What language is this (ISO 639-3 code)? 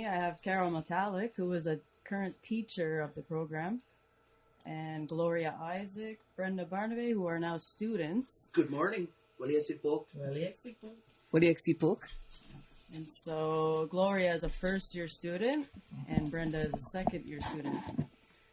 mic